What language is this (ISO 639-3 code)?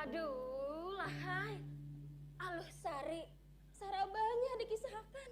bjn